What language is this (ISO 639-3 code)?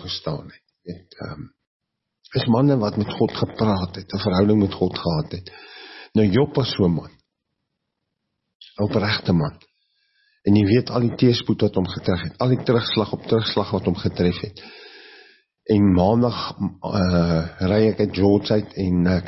afr